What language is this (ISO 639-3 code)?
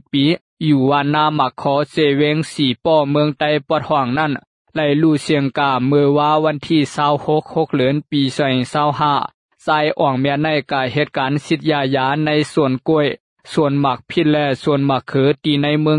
shn